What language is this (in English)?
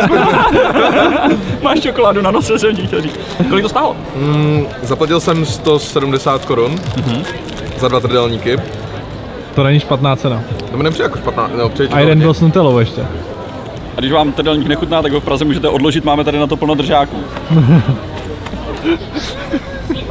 Czech